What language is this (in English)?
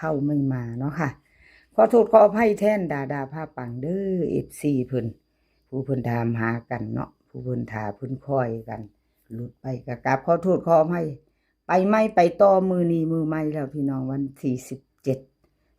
Northeastern Thai